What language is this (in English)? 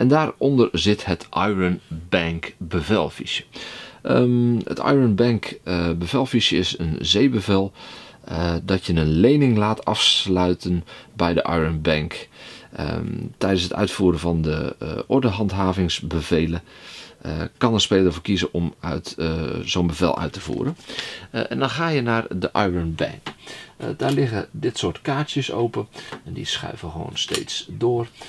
Dutch